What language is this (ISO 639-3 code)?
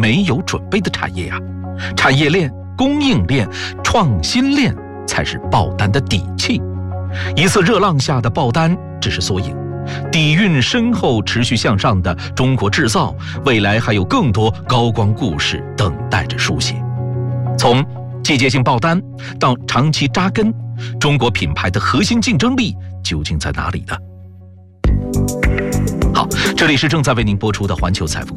zho